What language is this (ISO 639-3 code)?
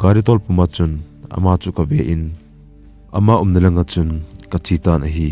tcz